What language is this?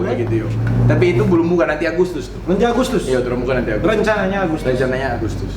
Manado Malay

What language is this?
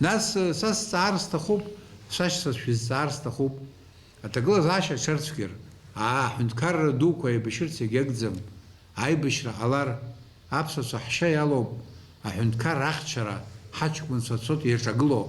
Abkhazian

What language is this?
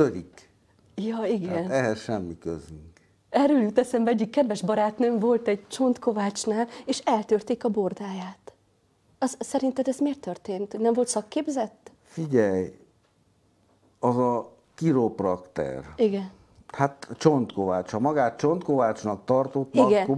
Hungarian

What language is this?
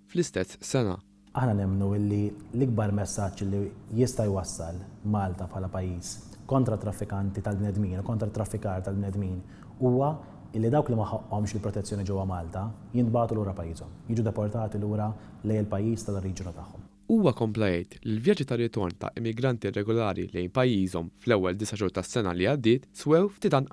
Maltese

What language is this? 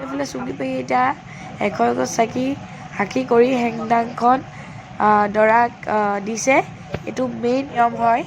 Assamese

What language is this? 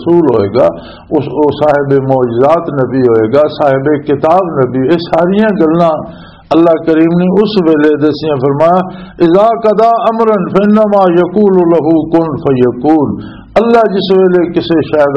Western Panjabi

